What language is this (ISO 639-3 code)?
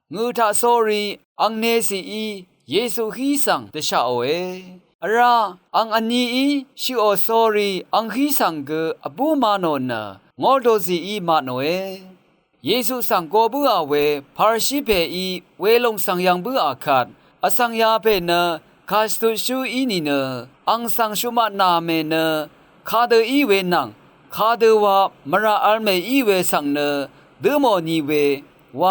raw